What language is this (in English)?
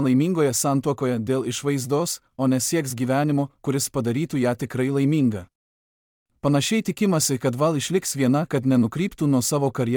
Lithuanian